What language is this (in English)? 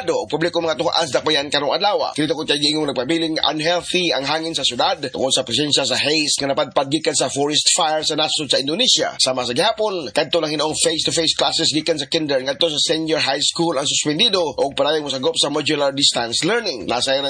Cebuano